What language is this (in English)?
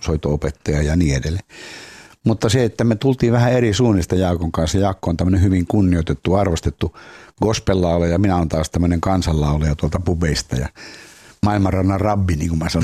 Finnish